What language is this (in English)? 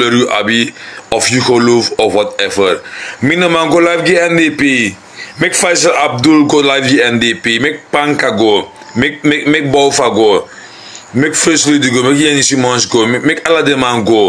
Sranan Tongo